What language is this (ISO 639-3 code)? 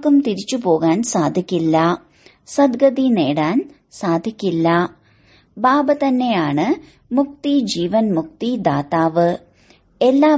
mal